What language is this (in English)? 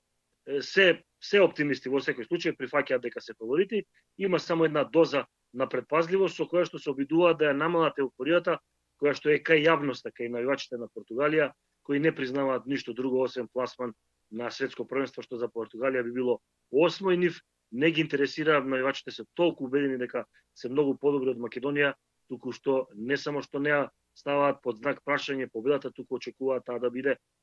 Macedonian